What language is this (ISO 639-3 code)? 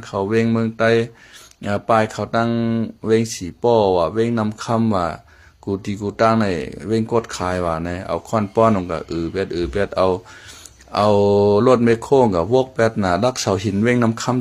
shn